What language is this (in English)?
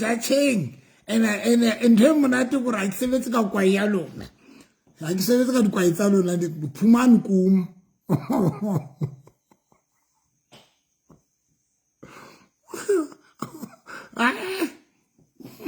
Southern Sotho